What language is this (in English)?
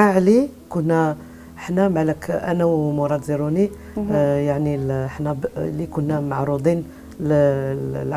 Algerian Arabic